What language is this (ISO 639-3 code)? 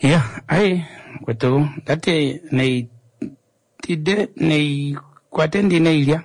kua